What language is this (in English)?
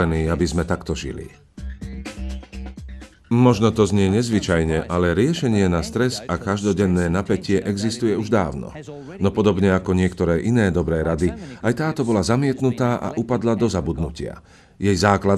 Slovak